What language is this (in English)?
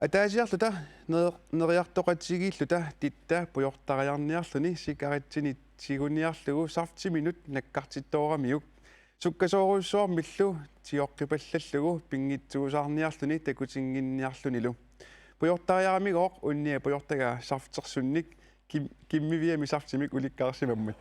Kalaallisut